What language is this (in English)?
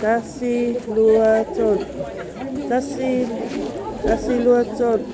Samoan